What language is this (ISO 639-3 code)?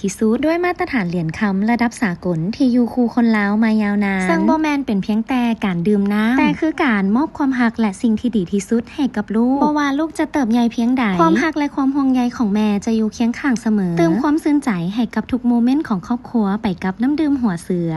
lao